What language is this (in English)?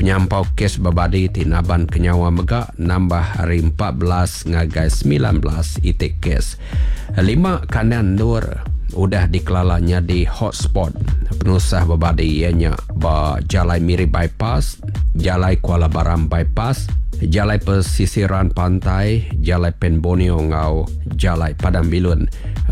Iban